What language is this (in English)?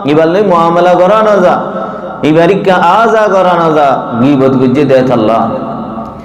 Rohingya